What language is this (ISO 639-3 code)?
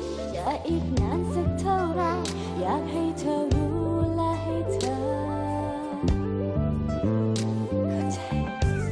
tha